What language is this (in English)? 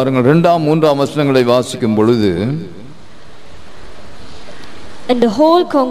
Tamil